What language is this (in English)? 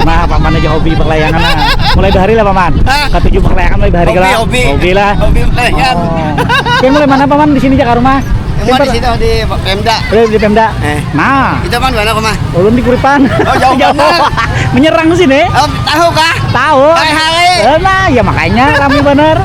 Banjar